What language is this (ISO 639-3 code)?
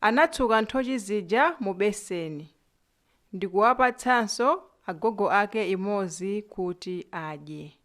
nya